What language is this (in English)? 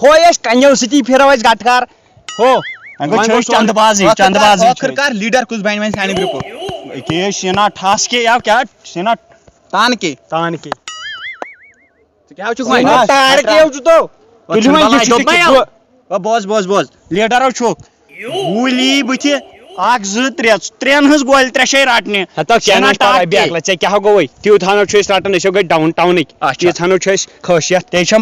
Kashmiri